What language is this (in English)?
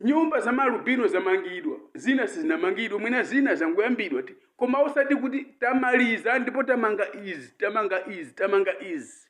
Nyanja